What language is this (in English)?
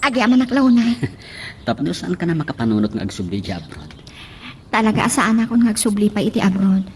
Iloko